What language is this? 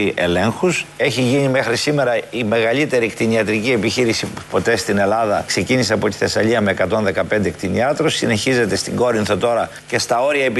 Greek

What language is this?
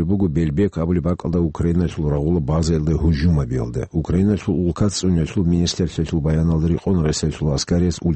Avaric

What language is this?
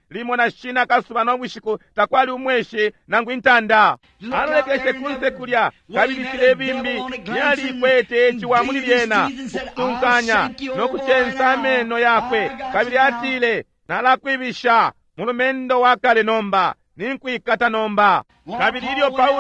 Bemba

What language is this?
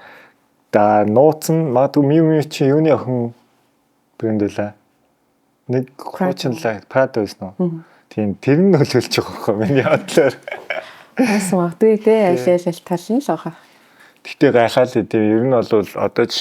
Mongolian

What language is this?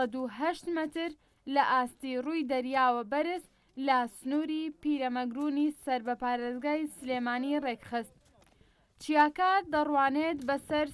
Central Kurdish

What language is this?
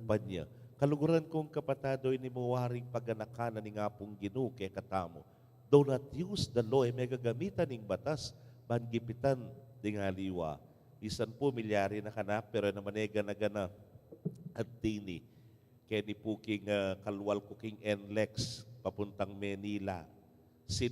Pampanga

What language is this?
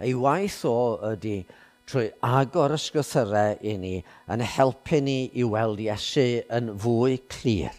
Welsh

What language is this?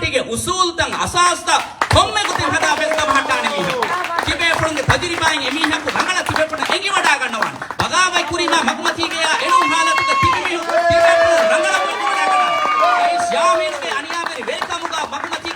Divehi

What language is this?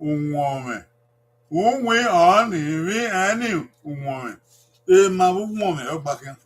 Bini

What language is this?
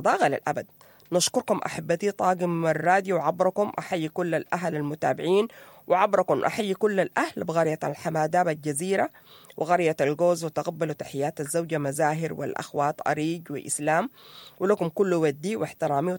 Sudanese Arabic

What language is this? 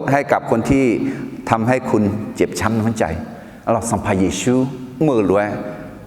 Akha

